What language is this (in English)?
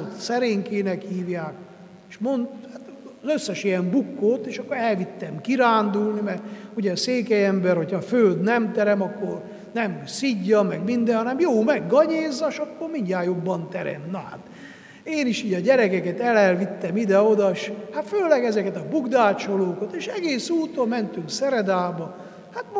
Hungarian